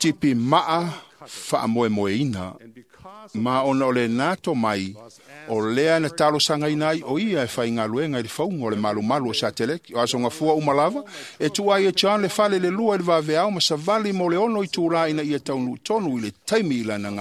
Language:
Samoan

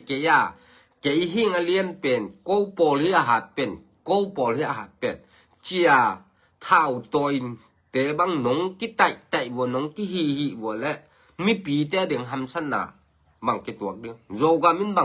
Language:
Tedim Chin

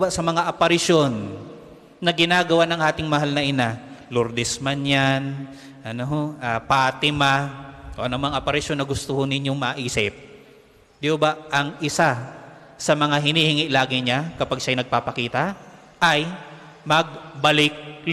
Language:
Filipino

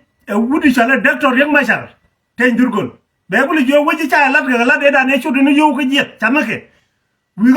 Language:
Nuer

